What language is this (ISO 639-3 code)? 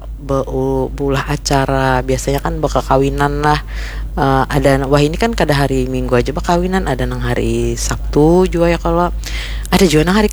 bjn